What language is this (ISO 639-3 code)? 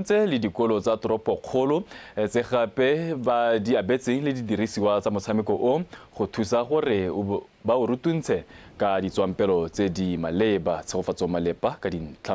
tsn